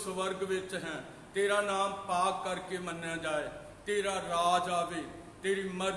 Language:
Punjabi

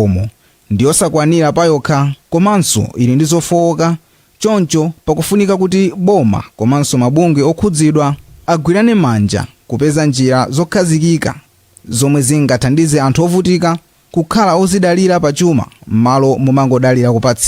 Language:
Nyanja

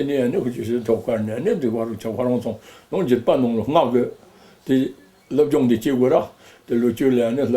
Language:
Tibetan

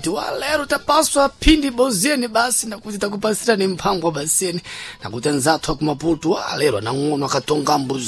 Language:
Sena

